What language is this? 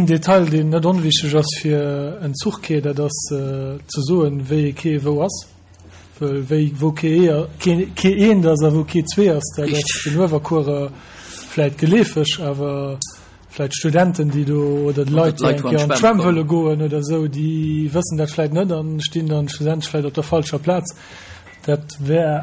Luxembourgish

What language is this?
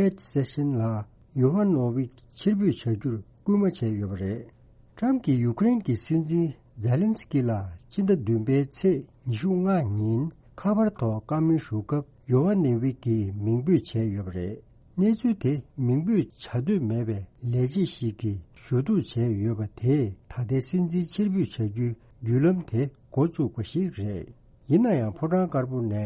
Tibetan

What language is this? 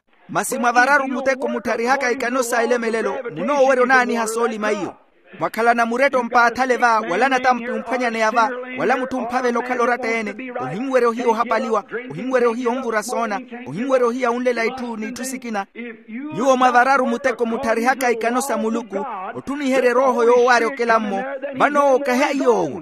Makhuwa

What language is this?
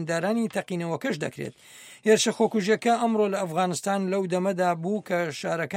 Central Kurdish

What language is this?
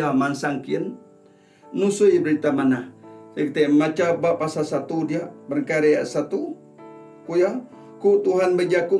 Iban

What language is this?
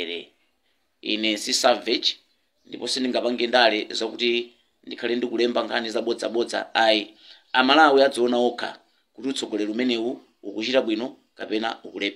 Nyanja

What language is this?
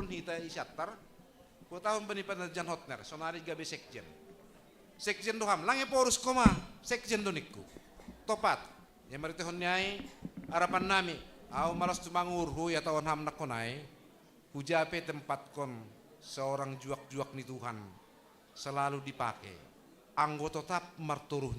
Batak Simalungun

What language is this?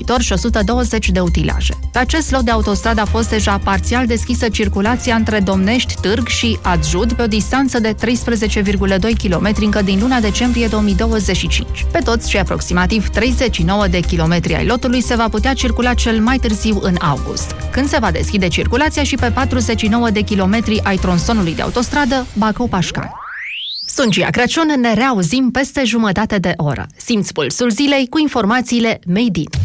Romanian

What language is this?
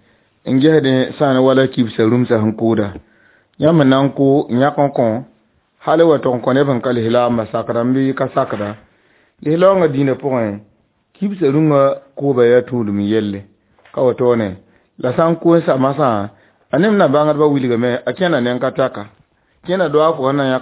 Mossi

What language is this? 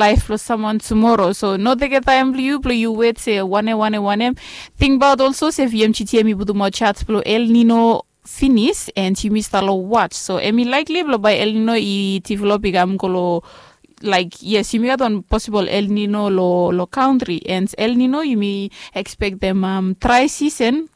Bislama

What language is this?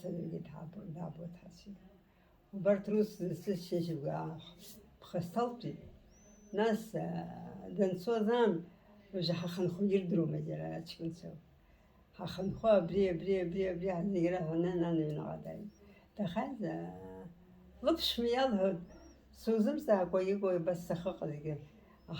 Abkhazian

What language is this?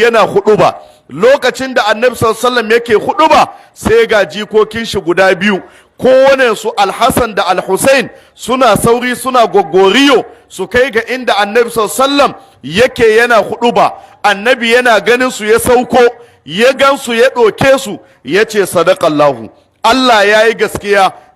Hausa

